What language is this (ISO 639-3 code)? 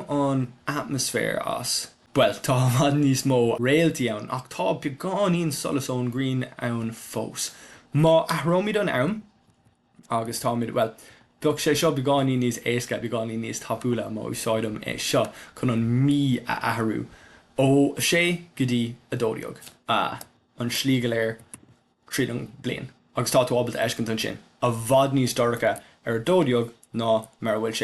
gle